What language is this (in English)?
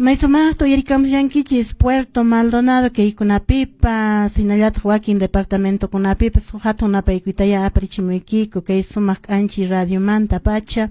Quechua